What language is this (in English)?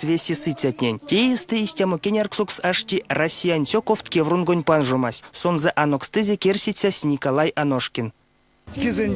Erzya